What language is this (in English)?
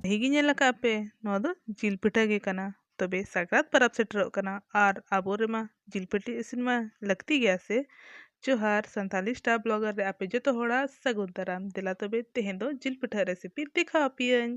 Santali